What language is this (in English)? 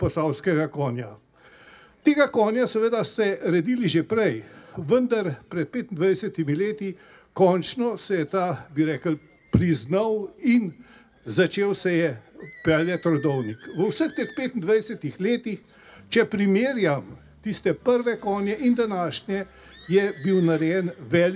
Slovenian